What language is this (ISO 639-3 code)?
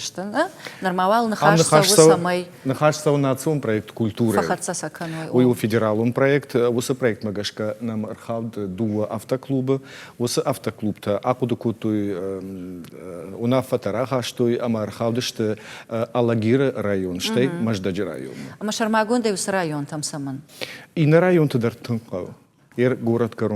oss